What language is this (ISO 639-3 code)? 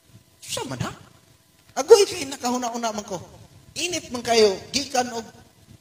ceb